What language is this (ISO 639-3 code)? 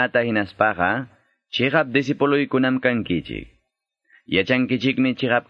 que